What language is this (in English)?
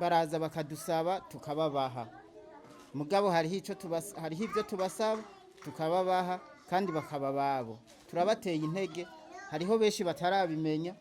Rundi